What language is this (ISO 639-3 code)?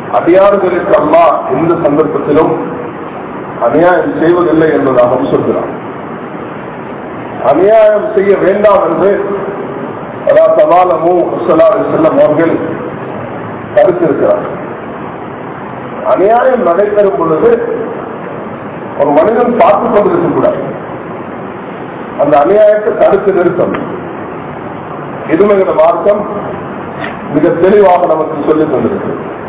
tam